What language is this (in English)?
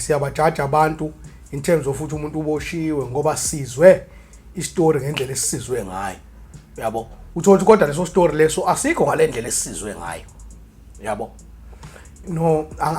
Zulu